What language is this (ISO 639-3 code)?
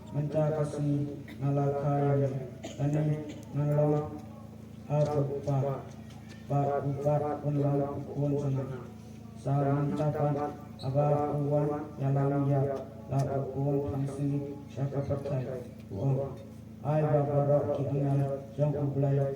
kha